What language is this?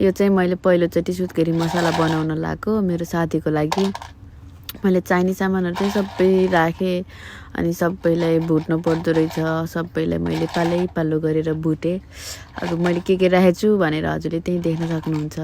Nepali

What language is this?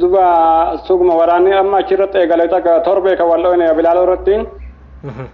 Oromo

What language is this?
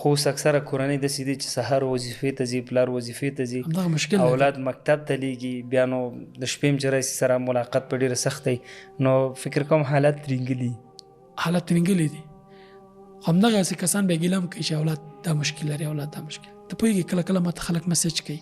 Pashto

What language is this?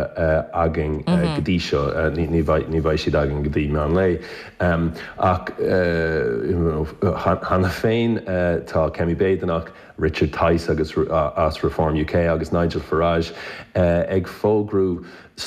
Irish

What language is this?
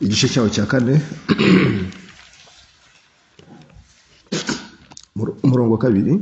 Kinyarwanda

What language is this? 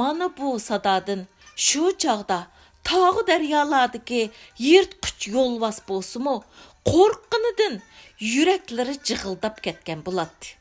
Uyghur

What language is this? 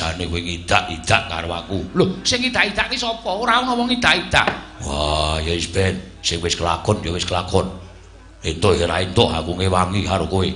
Javanese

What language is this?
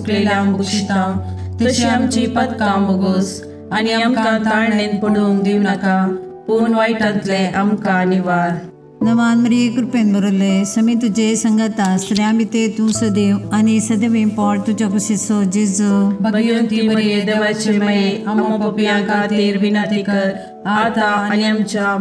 Konkani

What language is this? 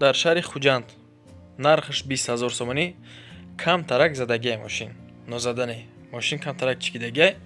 Tajik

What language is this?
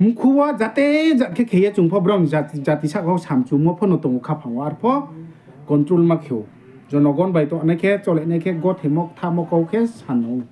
Riang (India)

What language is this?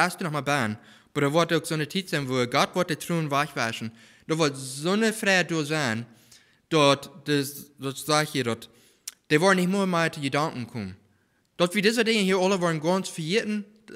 Plautdietsch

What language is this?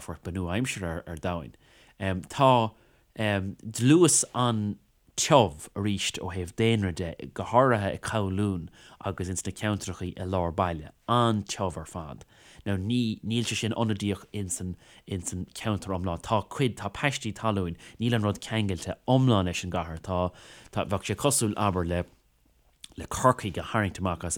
Irish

